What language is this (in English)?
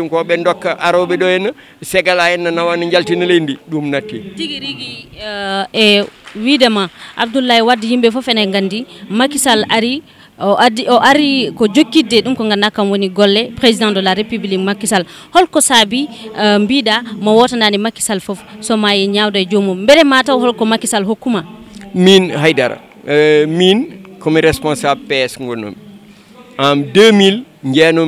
Fula